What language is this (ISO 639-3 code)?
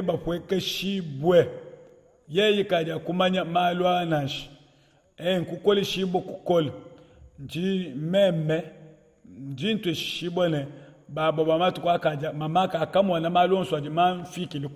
lua